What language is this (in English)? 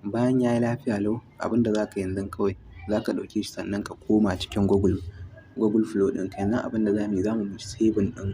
Hausa